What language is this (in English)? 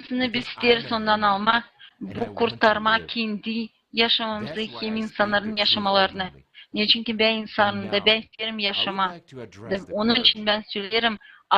Gagauz